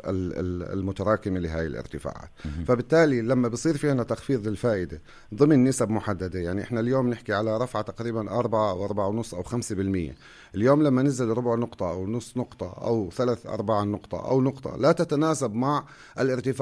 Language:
North Levantine Arabic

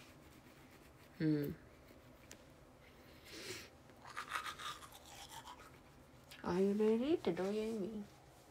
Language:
Japanese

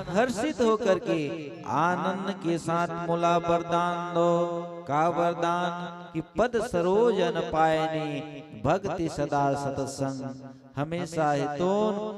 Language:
Chhattisgarhi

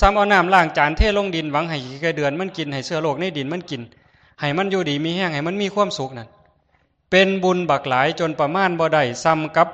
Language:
Northeastern Thai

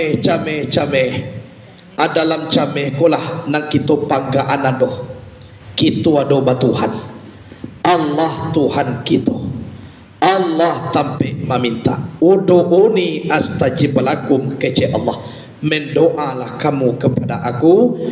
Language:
Minangkabau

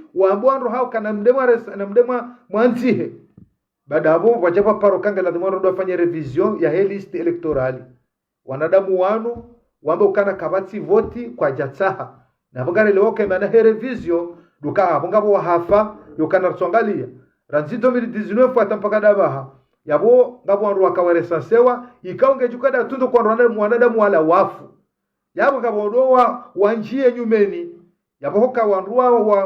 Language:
Ngazidja Comorian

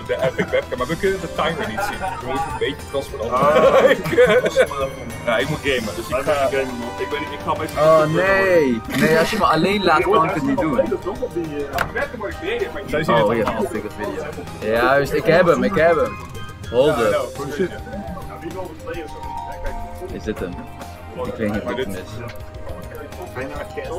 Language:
Dutch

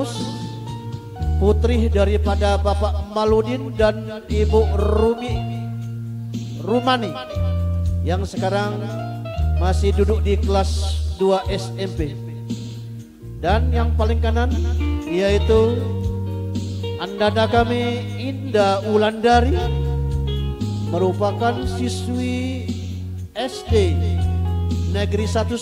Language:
Indonesian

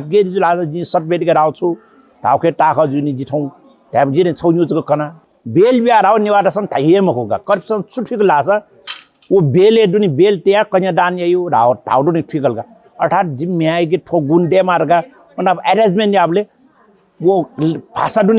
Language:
Newari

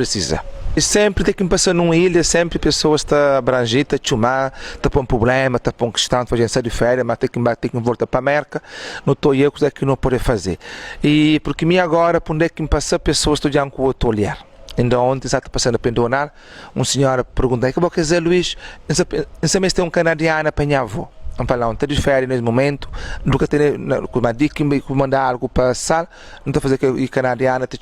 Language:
Kabuverdianu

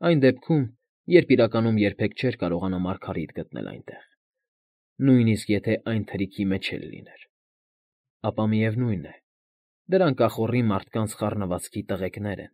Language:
Armenian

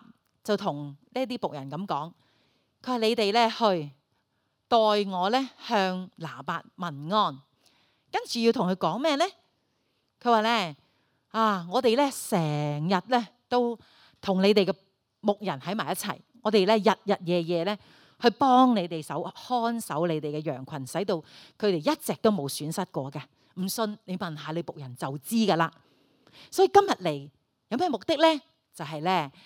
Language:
Cantonese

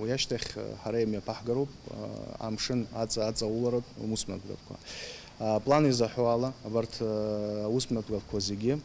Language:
Abkhazian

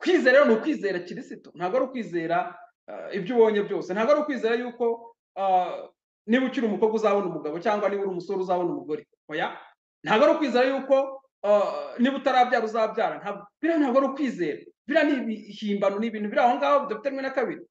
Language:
Kinyarwanda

